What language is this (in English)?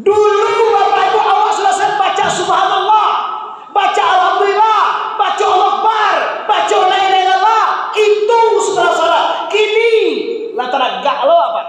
Minangkabau